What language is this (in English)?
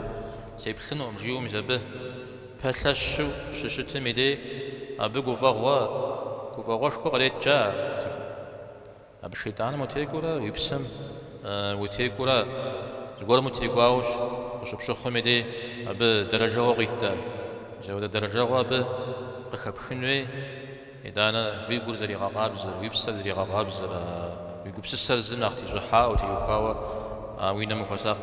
Kabardian